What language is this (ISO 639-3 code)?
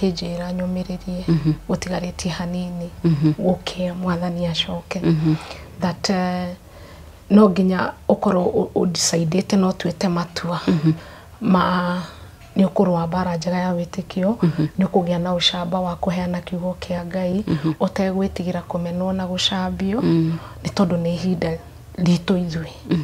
kik